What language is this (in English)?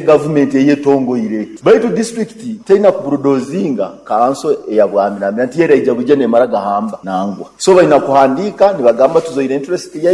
Nyoro